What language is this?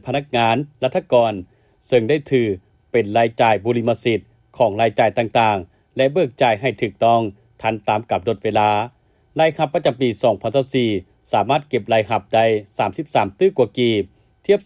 Lao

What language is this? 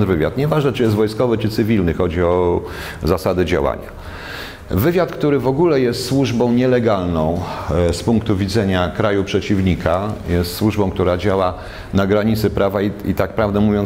Polish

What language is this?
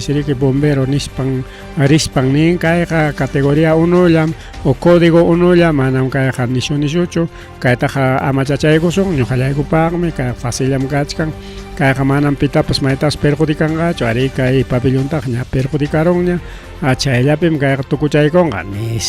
Ayacucho Quechua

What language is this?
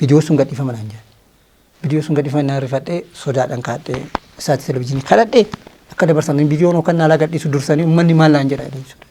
Oromo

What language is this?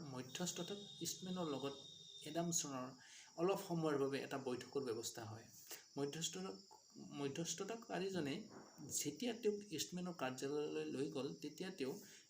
Assamese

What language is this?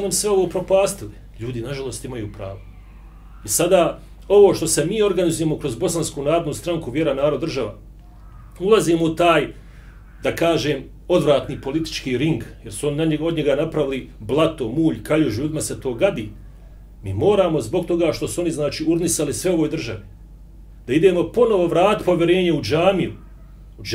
Bosnian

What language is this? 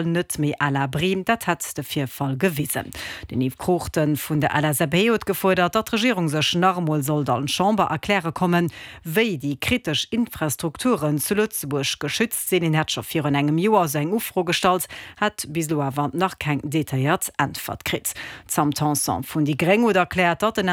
Luxembourgish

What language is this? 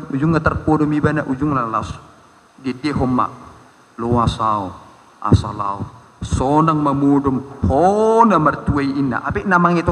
Batak Toba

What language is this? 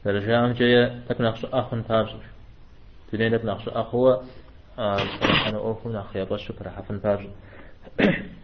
Kabardian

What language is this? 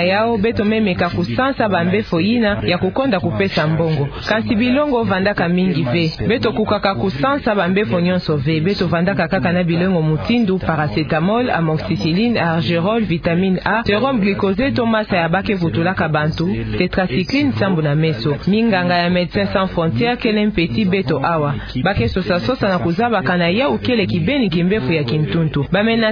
Kituba (Democratic Republic of Congo)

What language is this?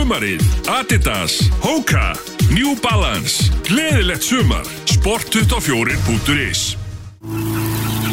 Icelandic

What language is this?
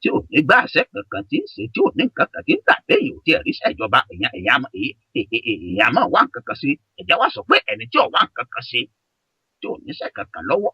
Yoruba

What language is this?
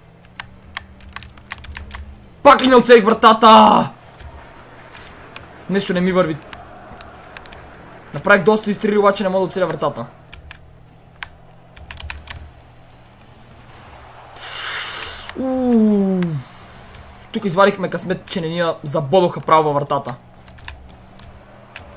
Bulgarian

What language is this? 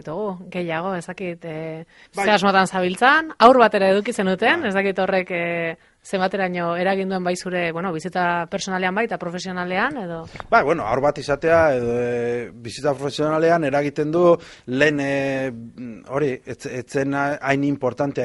Basque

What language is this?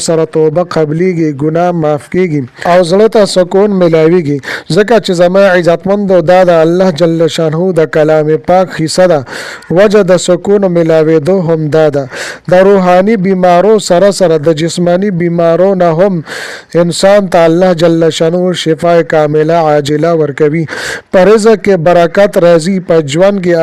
Pashto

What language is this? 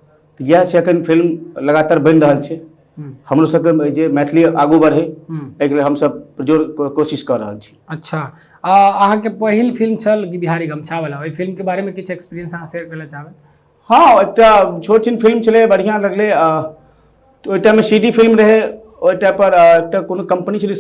Maithili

